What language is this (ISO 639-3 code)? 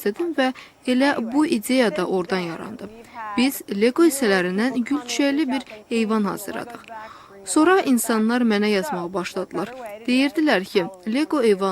aze